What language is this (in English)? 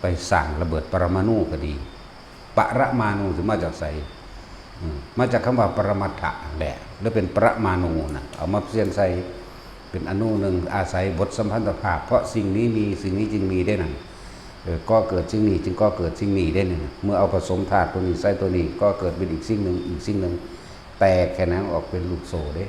Northeastern Thai